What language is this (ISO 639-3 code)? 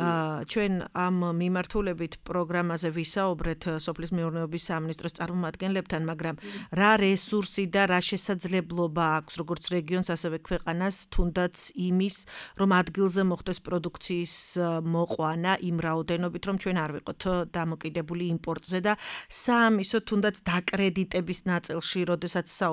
kat